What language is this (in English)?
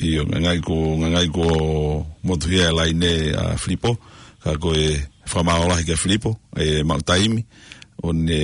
Tongan